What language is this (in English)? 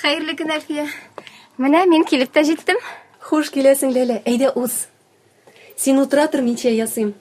Tatar